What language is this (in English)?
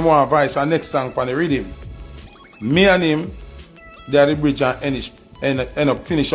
Jamaican Creole English